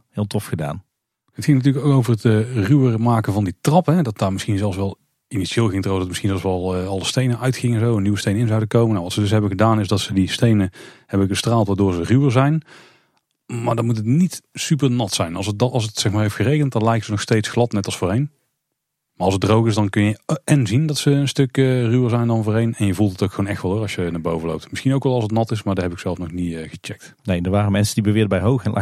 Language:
Dutch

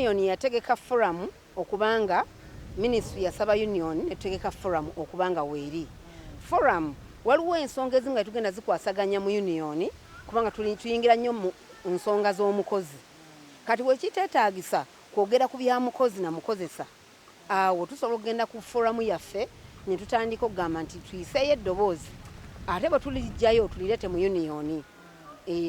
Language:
Ganda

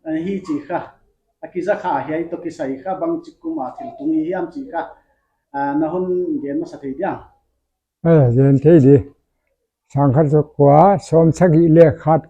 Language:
Paite Chin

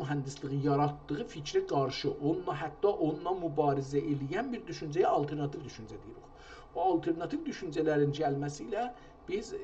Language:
South Azerbaijani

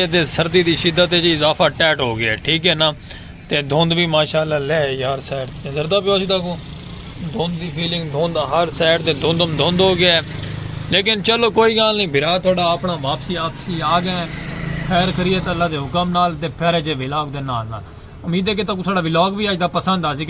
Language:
Saraiki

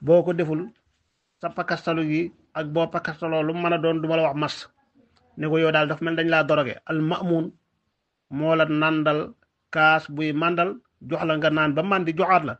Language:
Wolof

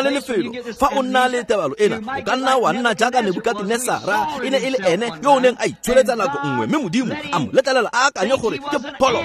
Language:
Tswana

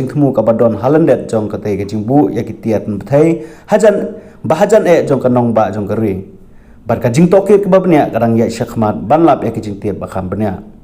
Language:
Khasi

